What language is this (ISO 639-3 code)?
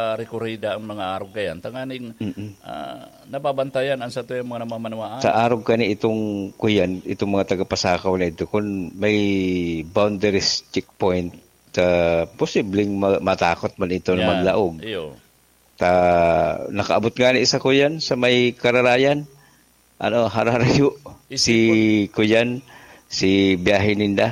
bik